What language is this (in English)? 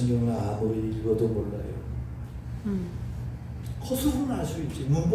Korean